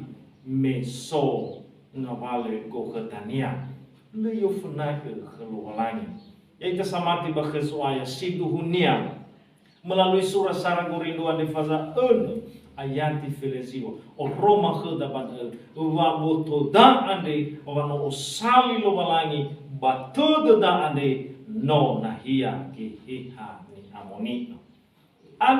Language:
Nias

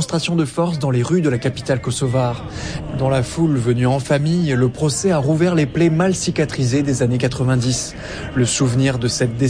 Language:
French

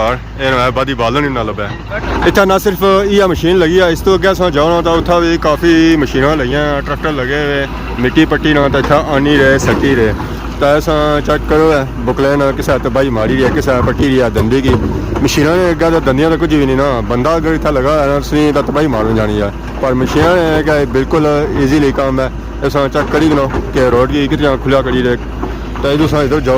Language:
Pahari-Potwari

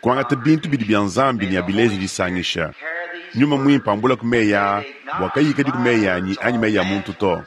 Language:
Luba-Lulua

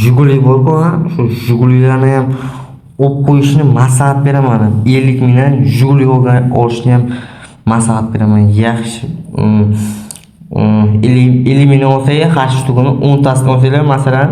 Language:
Uzbek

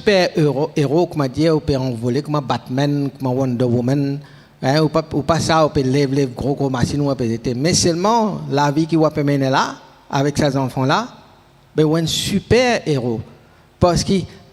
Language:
Morisyen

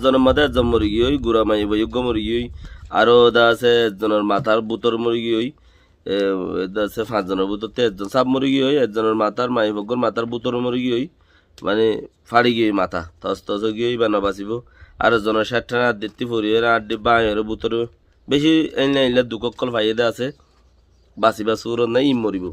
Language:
Rohingya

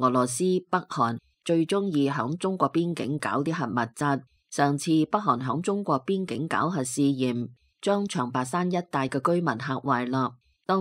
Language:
Cantonese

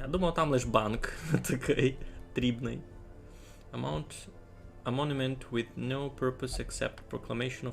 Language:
Rusyn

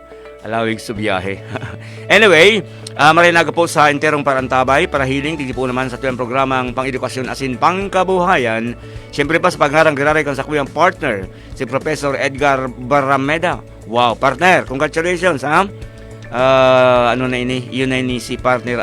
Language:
Bikol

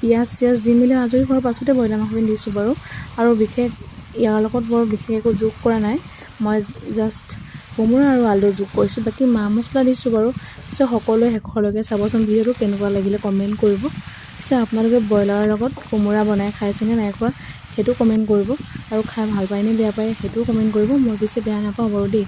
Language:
Assamese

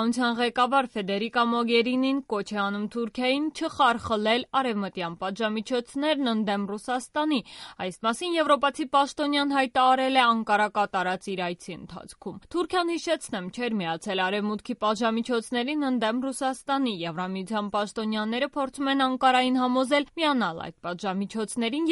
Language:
Armenian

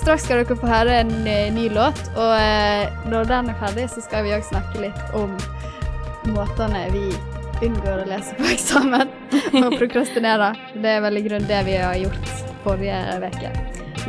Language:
Norwegian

